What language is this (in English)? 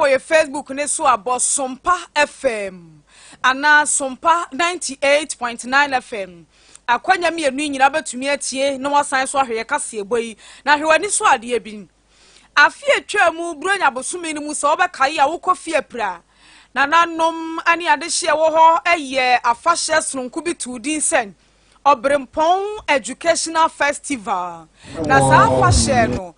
Akan